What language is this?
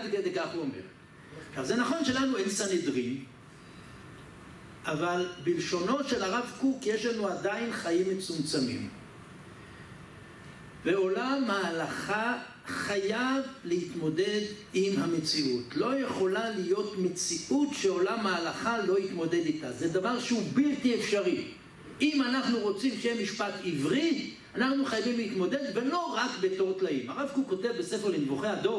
Hebrew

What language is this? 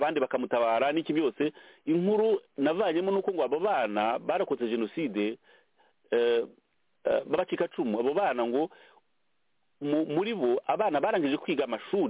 Kinyarwanda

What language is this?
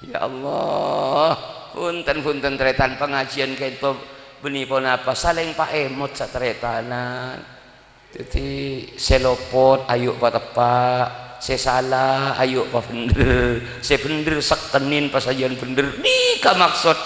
Madurese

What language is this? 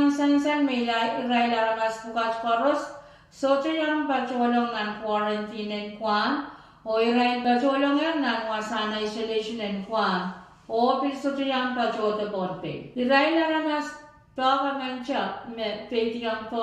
Pohnpeian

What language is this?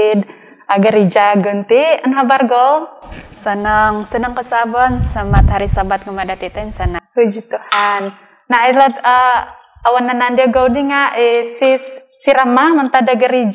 Central Dusun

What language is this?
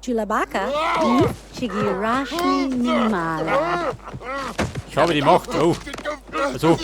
Bavarian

